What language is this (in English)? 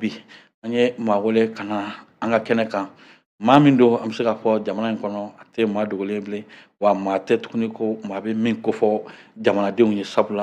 Bambara